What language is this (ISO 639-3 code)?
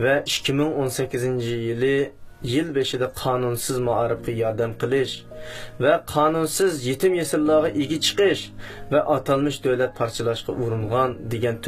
uig